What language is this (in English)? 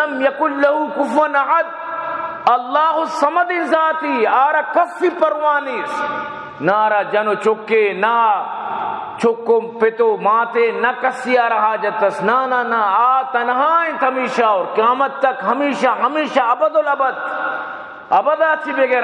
Baluchi